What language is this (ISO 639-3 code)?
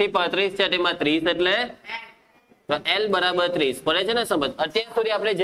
guj